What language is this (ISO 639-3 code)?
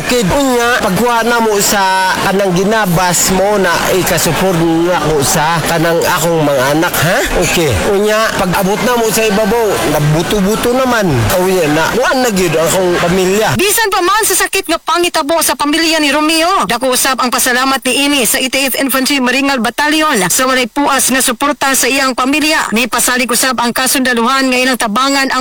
ceb